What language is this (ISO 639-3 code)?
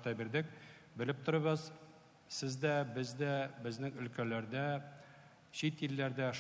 tat